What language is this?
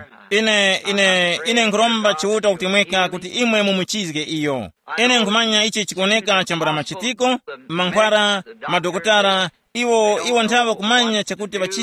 Tumbuka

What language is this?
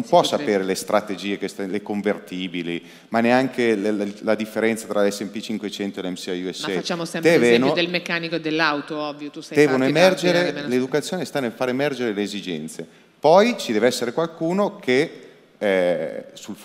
Italian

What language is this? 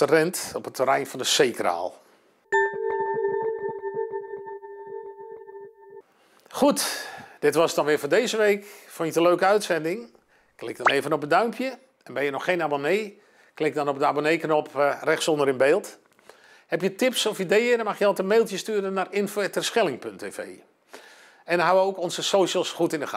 Dutch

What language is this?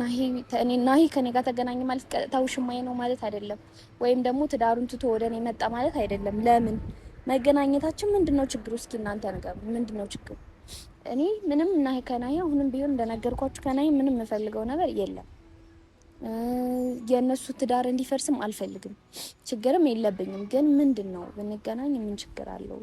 Amharic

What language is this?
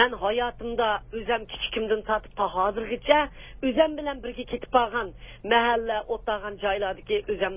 Uyghur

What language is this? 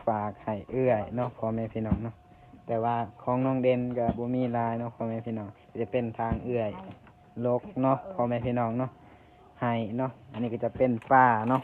Lao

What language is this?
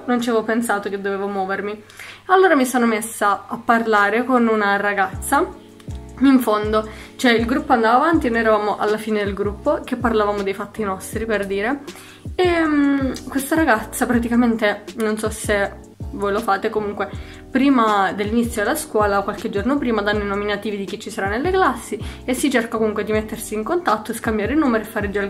Italian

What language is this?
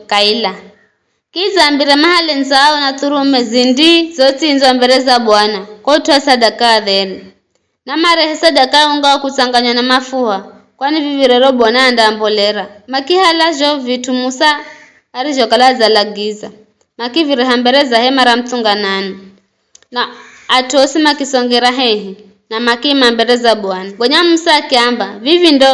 Giryama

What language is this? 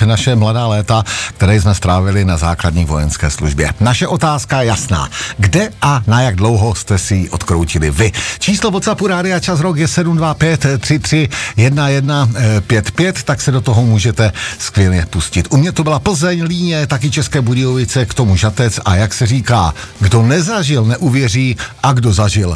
Czech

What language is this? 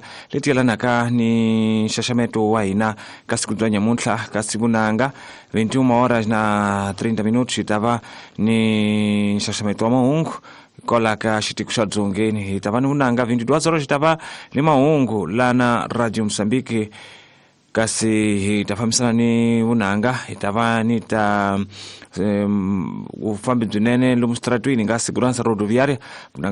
Tsonga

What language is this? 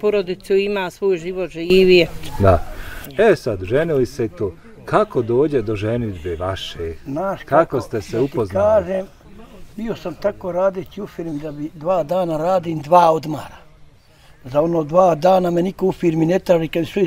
Bosnian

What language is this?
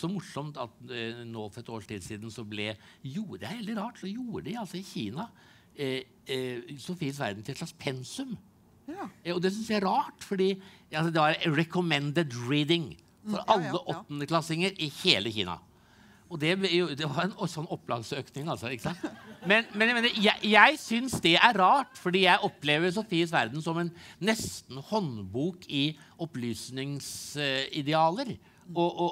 Norwegian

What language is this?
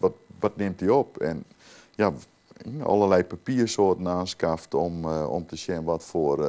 Western Frisian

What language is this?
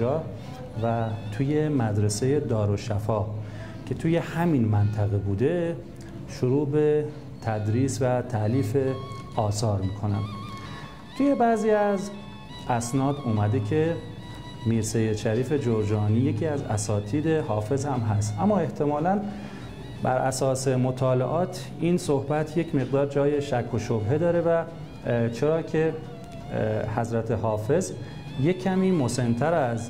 Persian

